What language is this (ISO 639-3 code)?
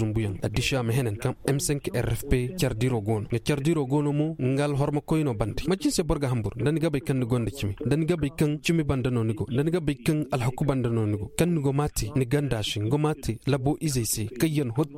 dje